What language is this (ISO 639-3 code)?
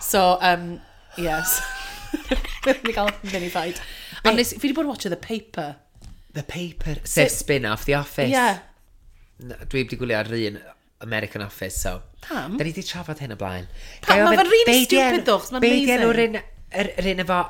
cym